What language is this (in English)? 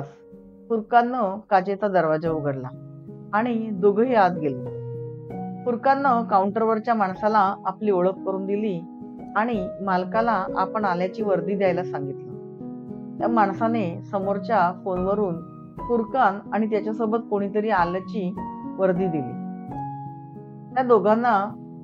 Marathi